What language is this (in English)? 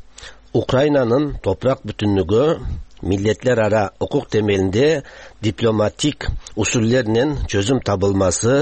Tatar